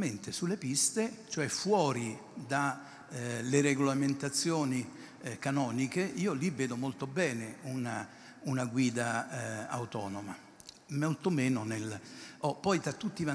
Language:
Italian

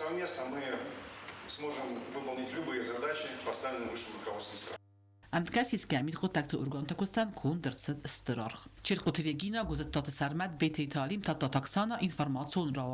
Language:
Ossetic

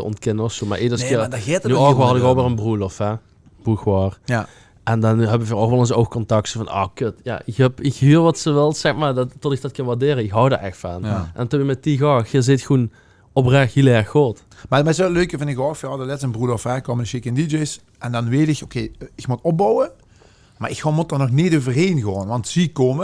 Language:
Limburgish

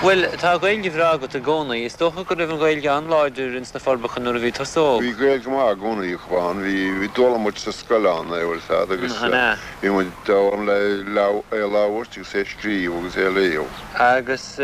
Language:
Irish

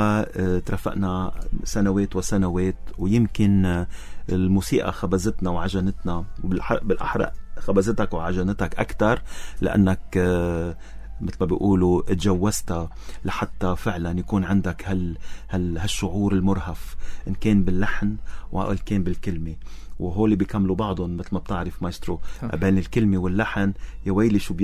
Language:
North Levantine Arabic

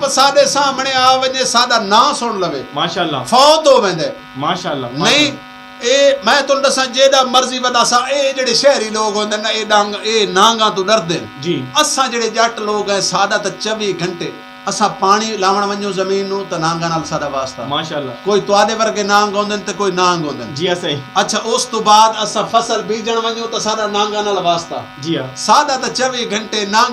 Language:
Saraiki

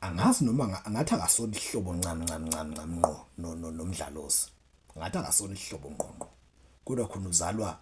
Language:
Zulu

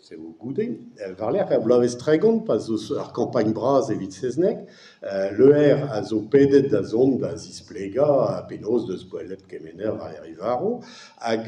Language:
Breton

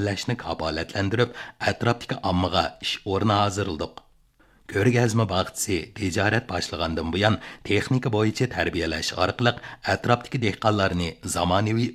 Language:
Uyghur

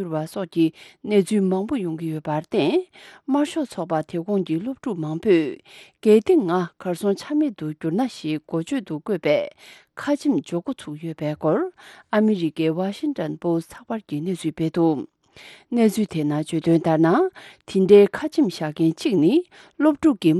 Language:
Tibetan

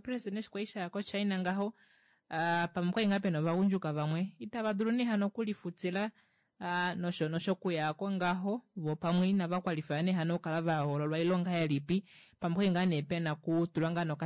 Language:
Kuanyama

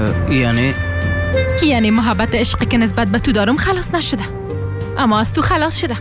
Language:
Persian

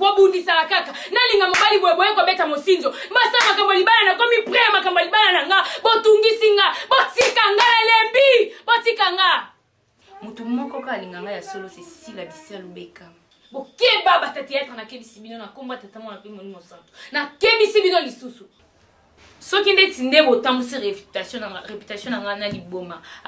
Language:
Lingala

